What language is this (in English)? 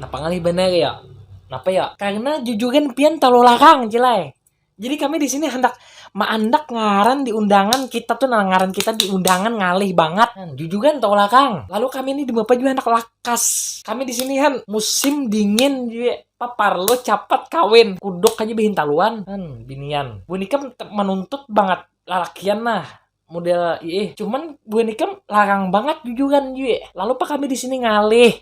Banjar